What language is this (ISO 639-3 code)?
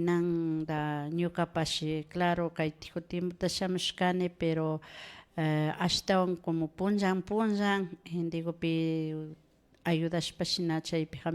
qvi